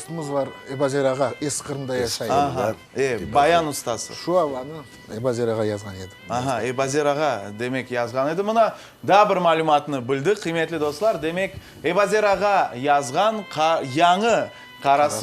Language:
Crimean Tatar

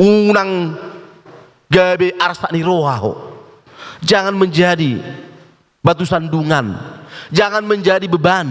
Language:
Batak Toba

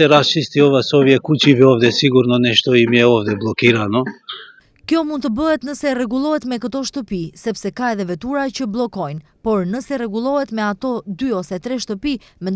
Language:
Albanian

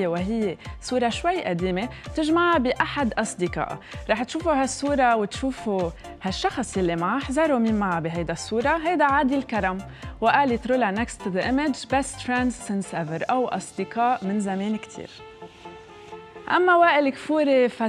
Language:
North Levantine Arabic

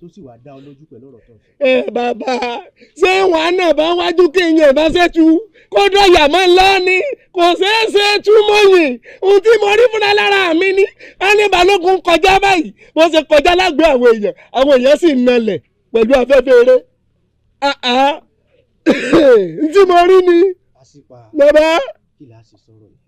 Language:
Yoruba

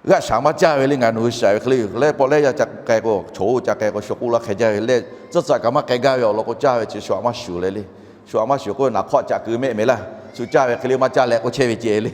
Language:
Lahu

